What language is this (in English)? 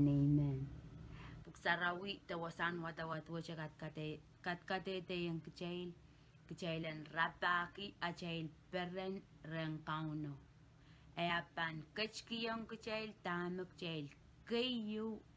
Pohnpeian